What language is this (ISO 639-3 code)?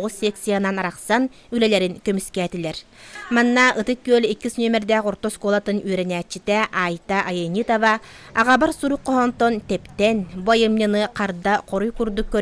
sah